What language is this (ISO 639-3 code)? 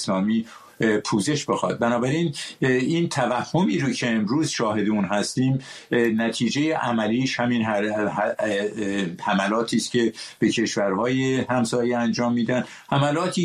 fas